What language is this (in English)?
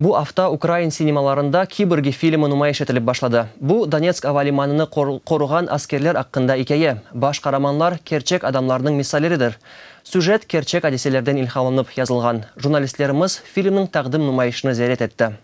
Crimean Tatar